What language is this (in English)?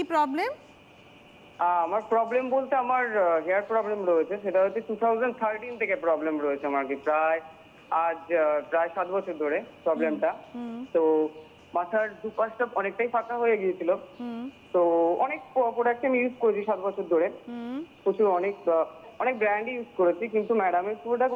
Bangla